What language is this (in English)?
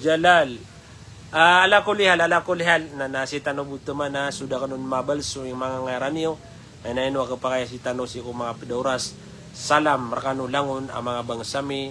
Maranao